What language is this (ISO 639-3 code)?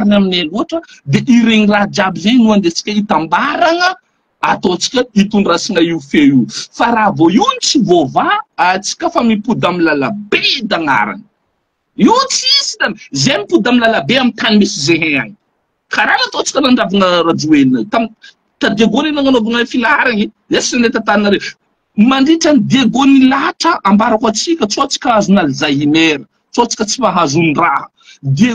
mlg